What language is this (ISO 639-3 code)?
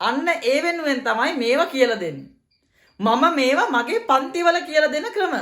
sin